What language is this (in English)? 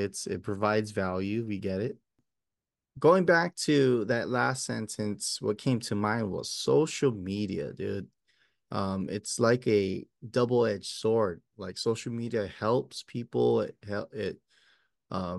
English